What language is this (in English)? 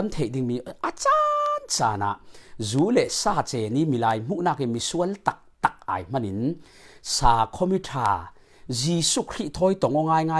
Falam Chin